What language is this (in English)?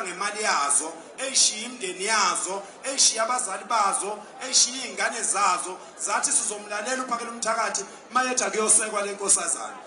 Zulu